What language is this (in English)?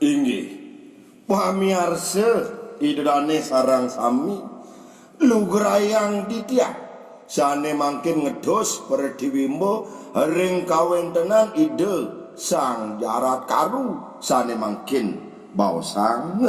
Balinese